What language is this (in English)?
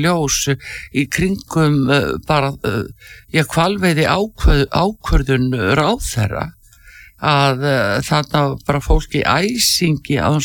Icelandic